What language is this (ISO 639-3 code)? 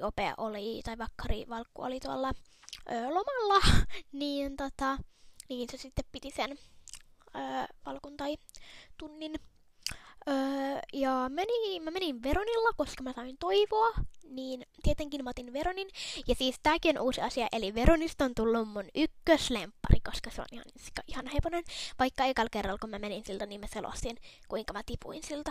fin